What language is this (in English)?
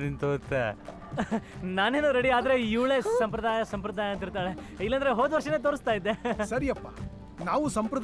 Kannada